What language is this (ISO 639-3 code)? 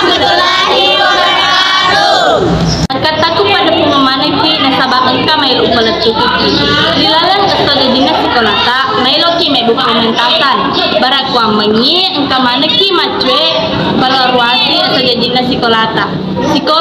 bug